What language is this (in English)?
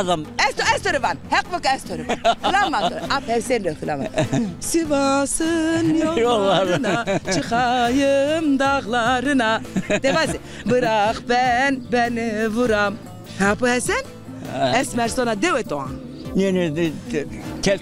Zaza